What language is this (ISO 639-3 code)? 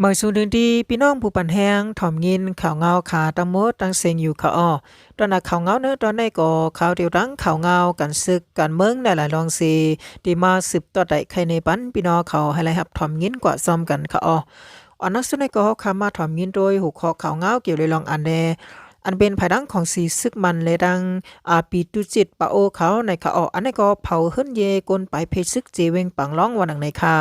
shn